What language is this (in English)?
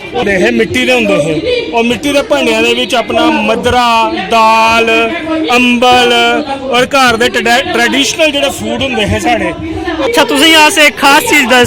Dogri